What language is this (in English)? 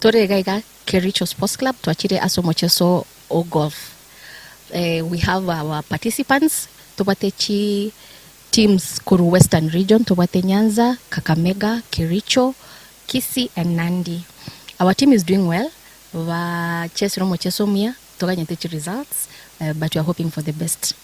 Gusii